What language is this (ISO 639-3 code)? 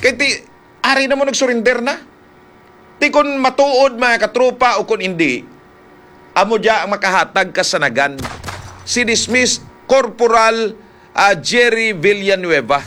hil